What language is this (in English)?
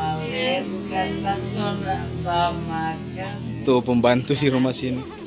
Manado Malay